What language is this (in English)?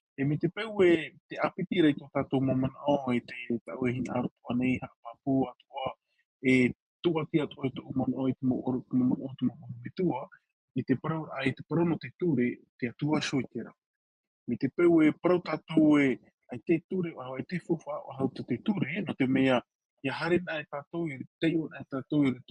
Tahitian